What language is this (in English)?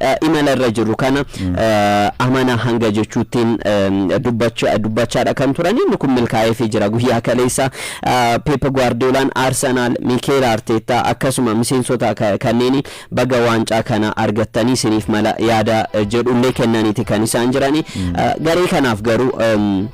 Oromo